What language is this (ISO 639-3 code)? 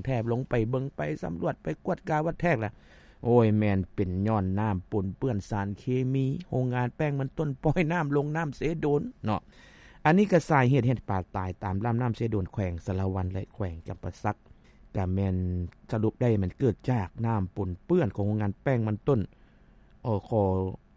lao